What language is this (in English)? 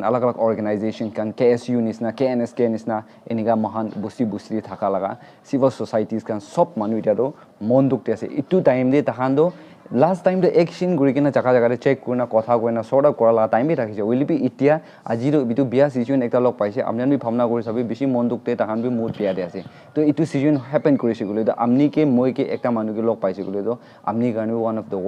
Naga Pidgin